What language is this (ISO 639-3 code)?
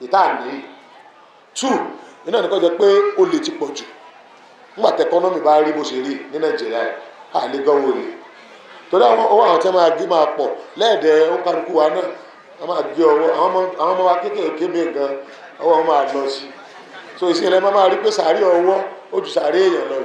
yor